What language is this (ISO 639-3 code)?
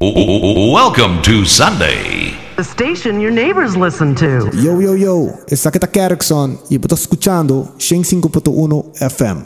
pap